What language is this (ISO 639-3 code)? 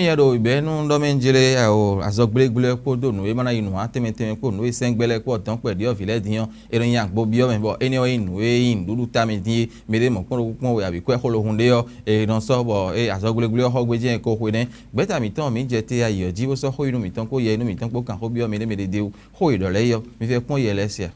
fon